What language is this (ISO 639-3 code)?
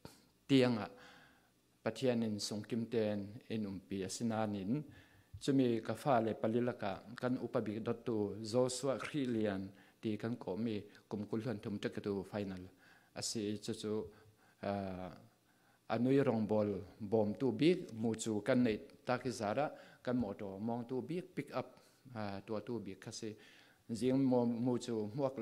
cfm